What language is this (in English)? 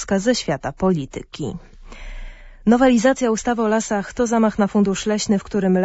Polish